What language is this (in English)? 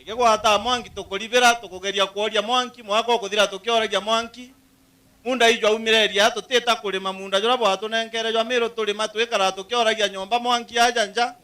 Meru